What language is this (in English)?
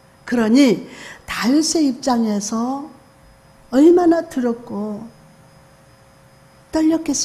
Korean